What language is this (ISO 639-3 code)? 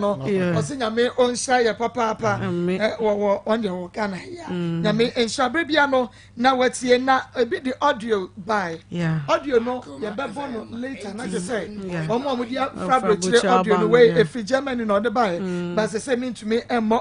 aka